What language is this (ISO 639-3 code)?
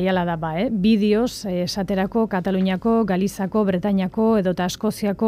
eus